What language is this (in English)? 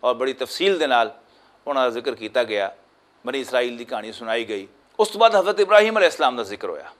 Western Panjabi